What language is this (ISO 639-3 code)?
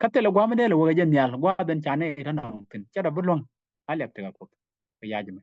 nus